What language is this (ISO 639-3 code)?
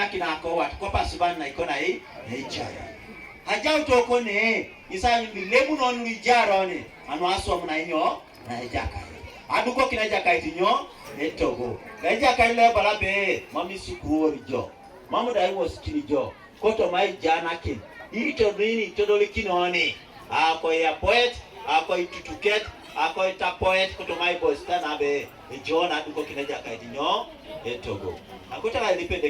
teo